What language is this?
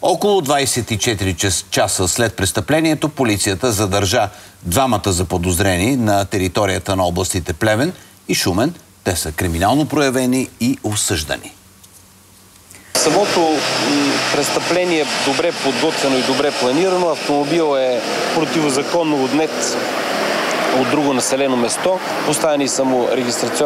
Bulgarian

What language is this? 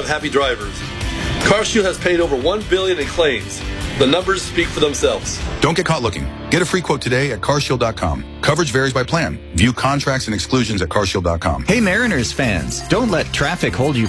English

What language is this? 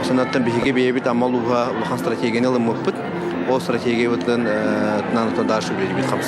Yakut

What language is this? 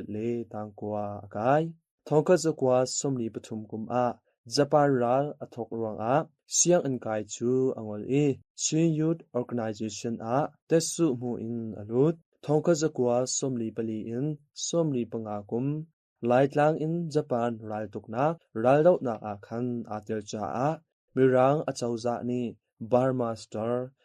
Hakha Chin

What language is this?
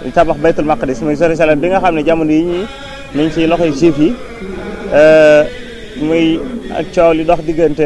Wolof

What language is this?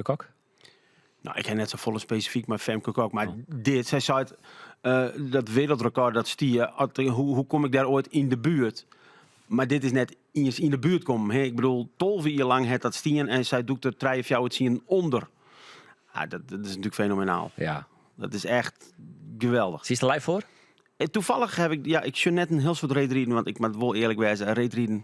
Western Frisian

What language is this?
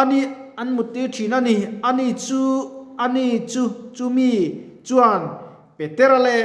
Mizo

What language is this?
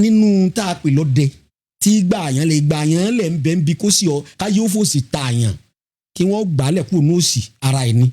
Yoruba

